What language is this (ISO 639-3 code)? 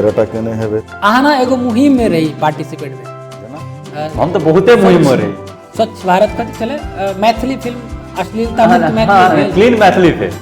mai